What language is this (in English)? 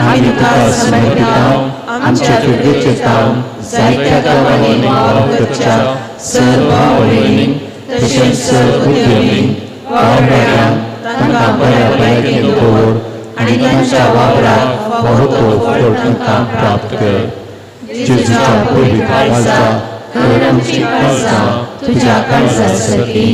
Konkani